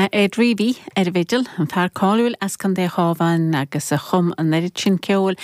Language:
Irish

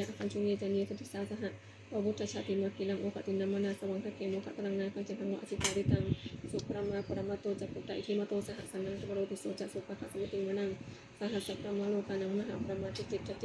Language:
Pali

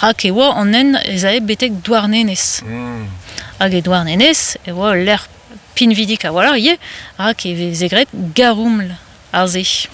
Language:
Breton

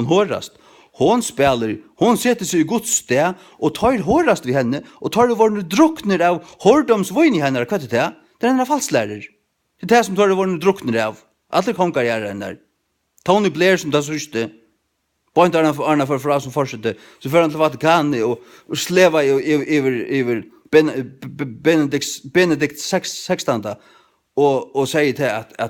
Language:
Faroese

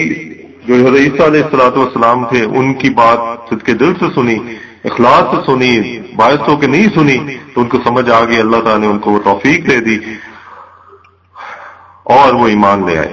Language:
Urdu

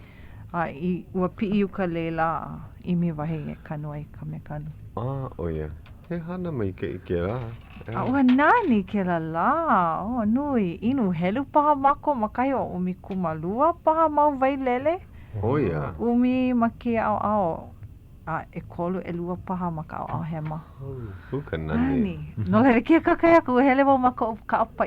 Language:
Hawaiian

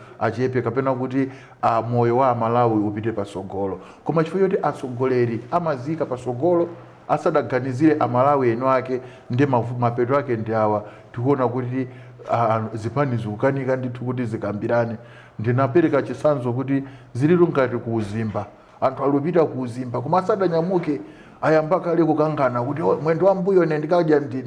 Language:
Nyanja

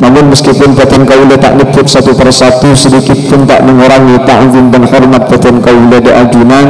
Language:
Madurese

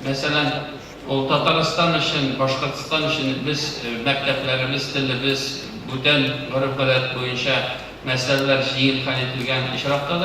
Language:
Tatar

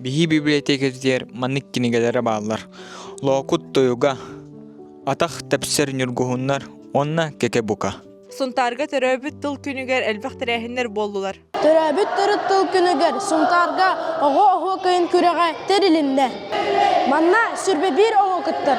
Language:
Yakut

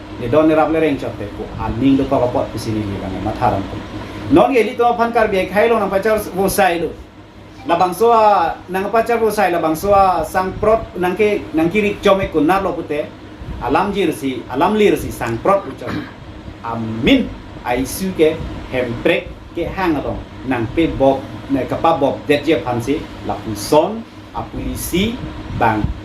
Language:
Karbi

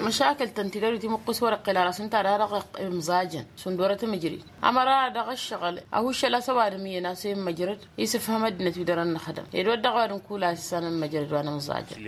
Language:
Tamasheq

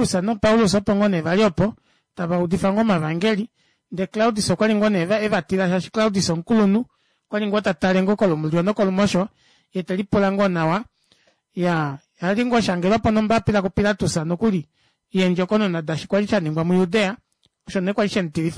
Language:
Kuanyama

